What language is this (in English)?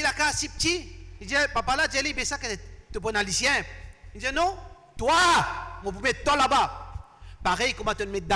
Morisyen